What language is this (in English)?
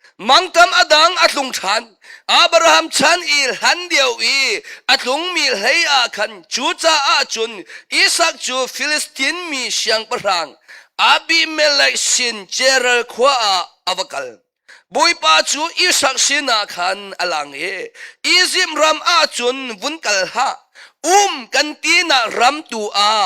Hakha Chin